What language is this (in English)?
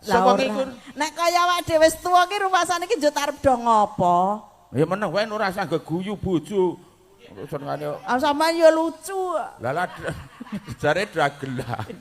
Javanese